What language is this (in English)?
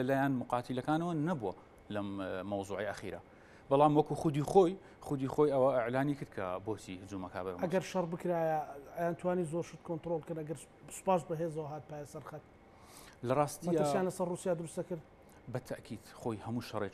Central Kurdish